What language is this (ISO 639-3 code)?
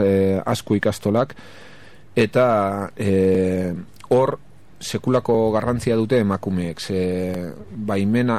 eus